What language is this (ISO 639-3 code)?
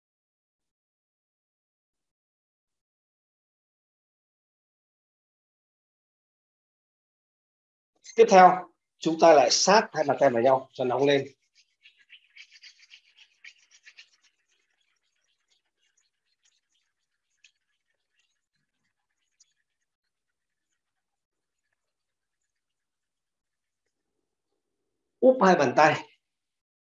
vie